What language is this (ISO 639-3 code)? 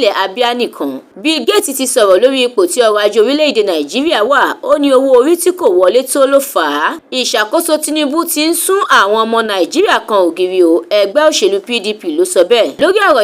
yor